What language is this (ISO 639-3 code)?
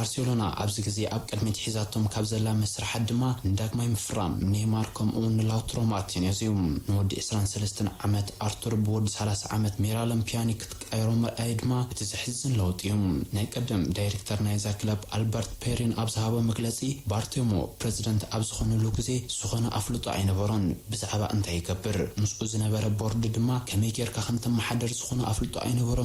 tir